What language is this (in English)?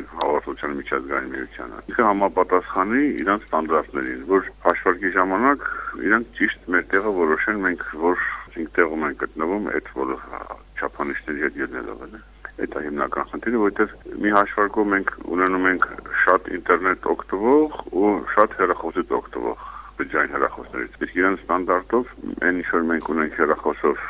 Armenian